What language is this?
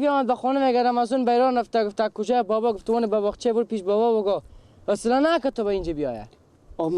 Persian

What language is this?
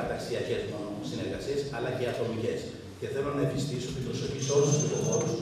Greek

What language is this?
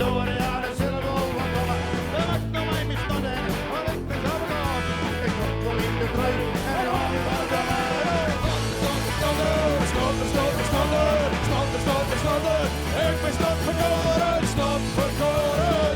Western Frisian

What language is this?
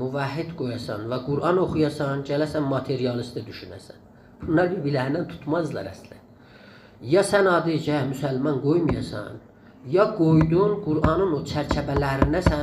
South Azerbaijani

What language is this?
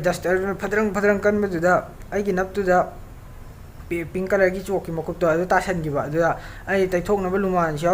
Manipuri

